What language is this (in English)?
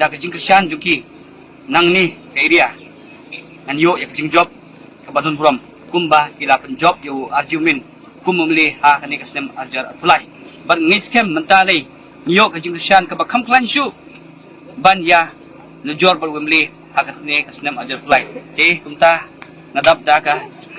Khasi